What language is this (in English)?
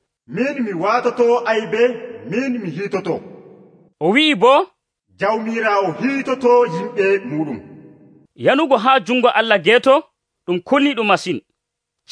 Nigerian Fulfulde